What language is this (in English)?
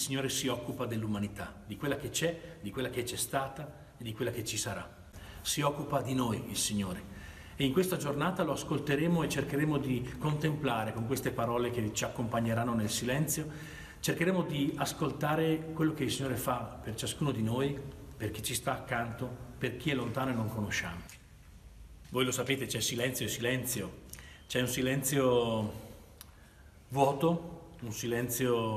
Italian